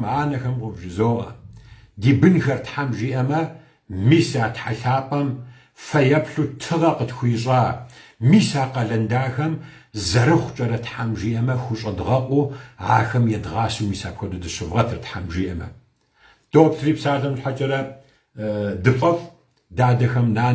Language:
Kabardian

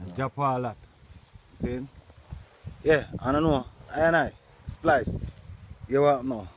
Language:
Jamaican Creole English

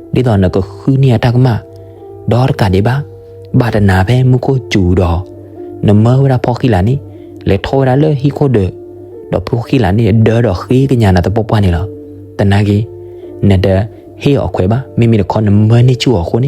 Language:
S'gaw Karen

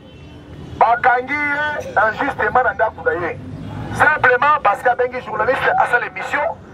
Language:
Lingala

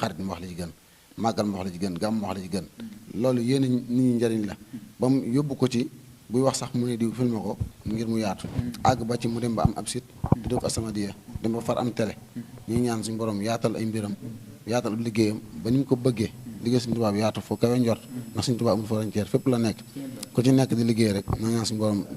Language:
Wolof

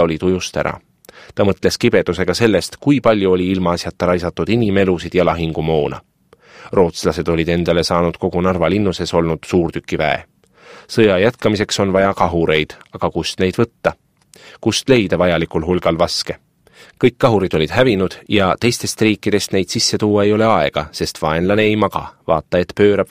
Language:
Estonian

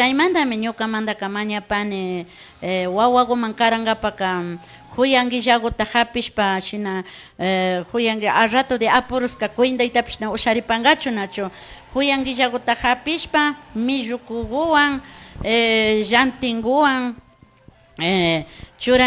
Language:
Imbabura Highland Quichua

